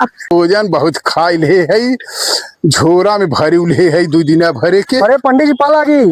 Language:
Awadhi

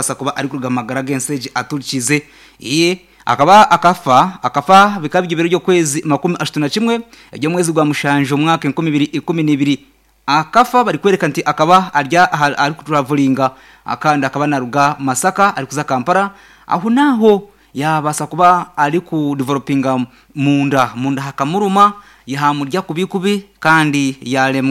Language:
Nyankole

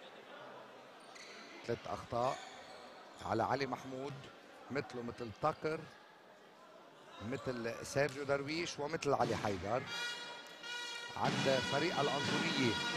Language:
North Levantine Arabic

